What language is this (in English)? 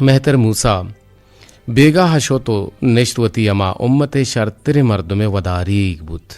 Eastern Balochi